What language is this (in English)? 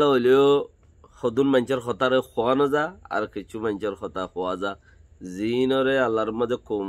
Rohingya